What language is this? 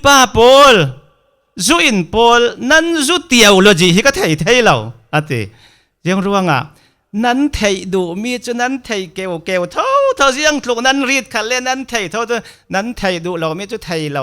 Falam Chin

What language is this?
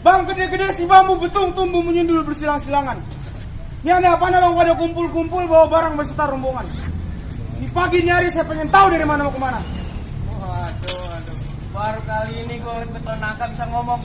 Betawi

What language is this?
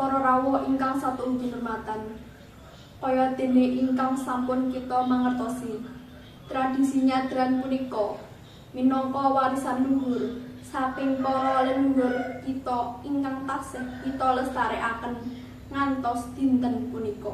Javanese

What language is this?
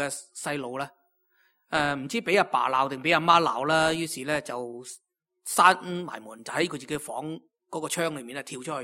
Cantonese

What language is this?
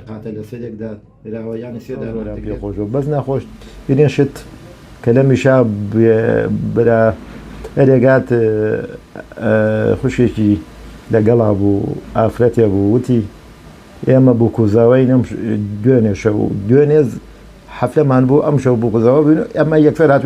Central Kurdish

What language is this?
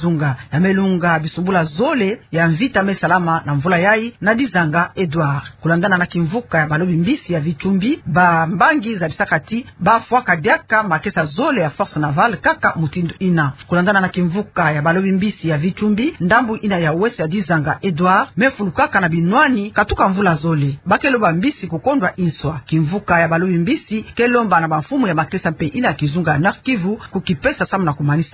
Kituba (Democratic Republic of Congo)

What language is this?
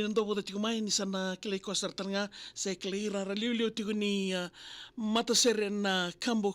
Fijian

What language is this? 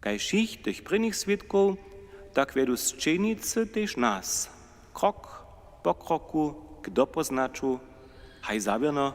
Upper Sorbian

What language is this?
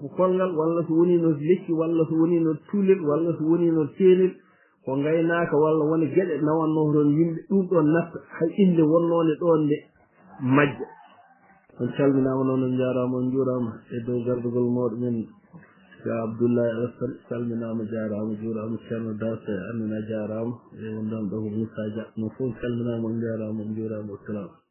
Fula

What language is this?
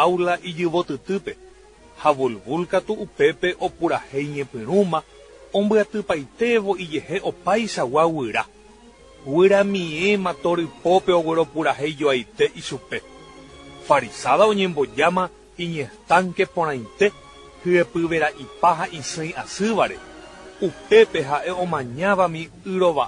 Guarani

